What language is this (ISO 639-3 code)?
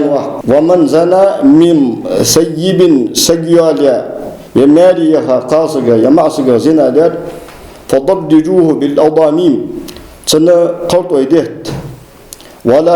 inh